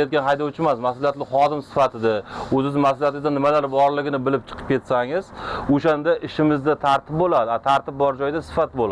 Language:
Uzbek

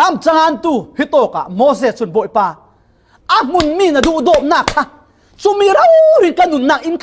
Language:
Falam Chin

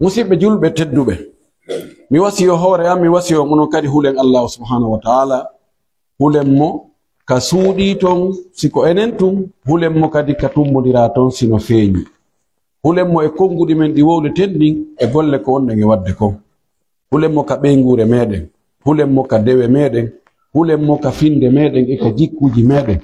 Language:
Pular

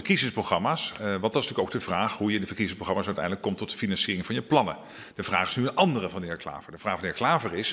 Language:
Dutch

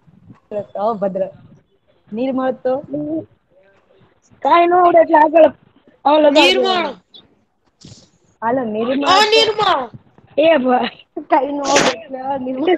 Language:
Gujarati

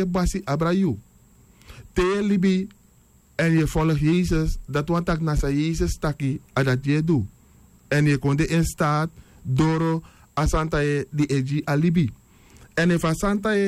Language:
Sranan Tongo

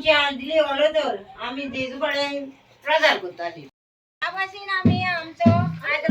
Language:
Konkani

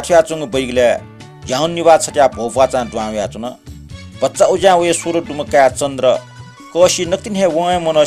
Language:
Newari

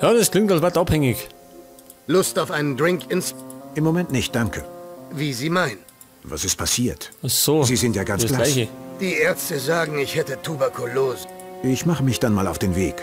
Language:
Bavarian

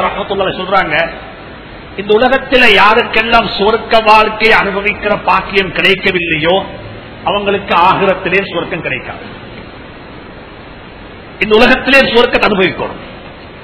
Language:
Tamil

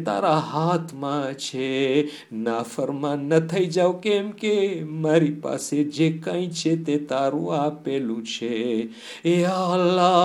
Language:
Gujarati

